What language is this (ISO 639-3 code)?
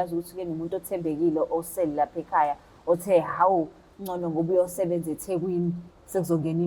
zul